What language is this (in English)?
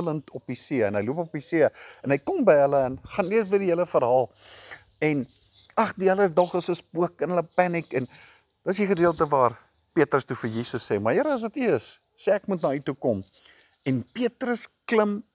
Afrikaans